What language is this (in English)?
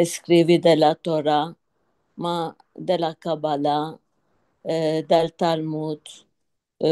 Ladino